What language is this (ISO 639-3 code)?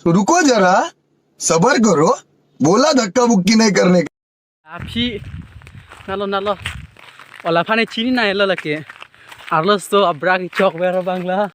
mjw